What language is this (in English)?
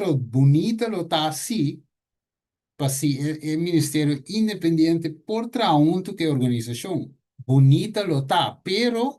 Papiamento